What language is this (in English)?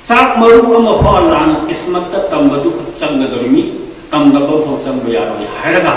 Manipuri